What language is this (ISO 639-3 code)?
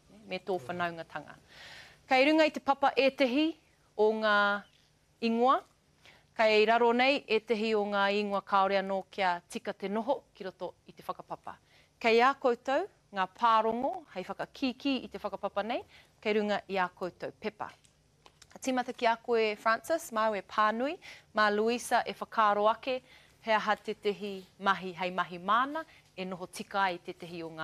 mri